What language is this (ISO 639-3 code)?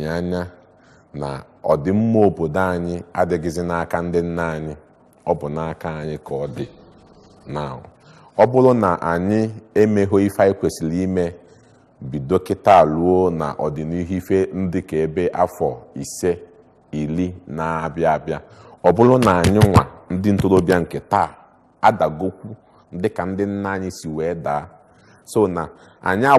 ibo